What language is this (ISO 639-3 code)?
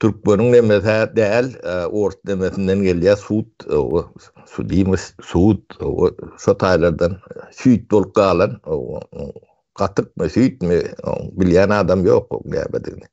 tuk